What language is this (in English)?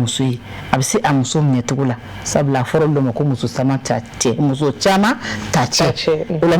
Bambara